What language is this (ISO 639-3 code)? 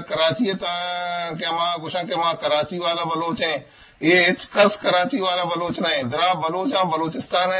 bgp